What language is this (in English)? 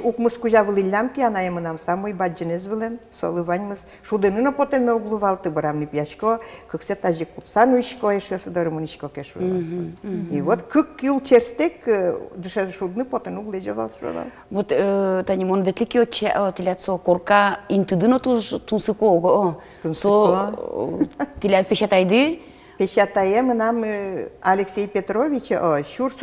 Udmurt